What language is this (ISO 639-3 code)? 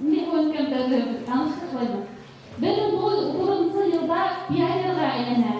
bak